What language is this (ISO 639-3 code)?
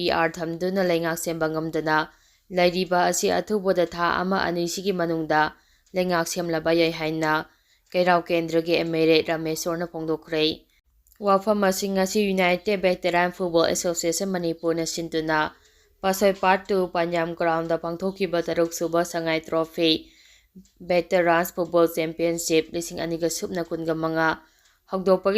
mni